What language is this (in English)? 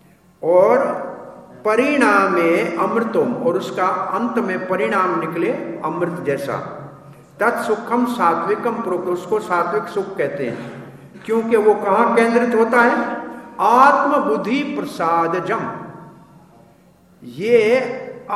Hindi